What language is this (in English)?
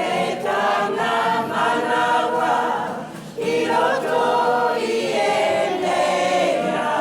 Māori